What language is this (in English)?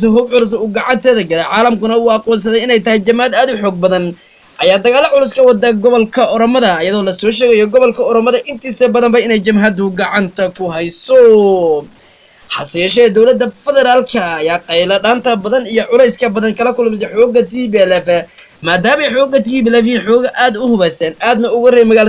Somali